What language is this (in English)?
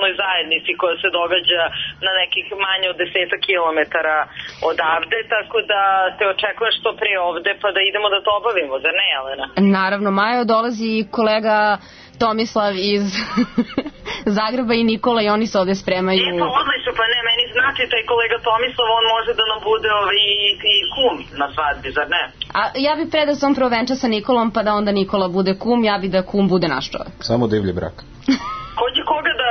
Serbian